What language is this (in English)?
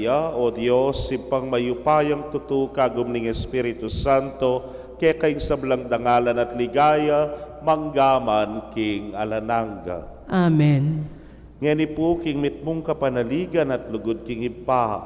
Pampanga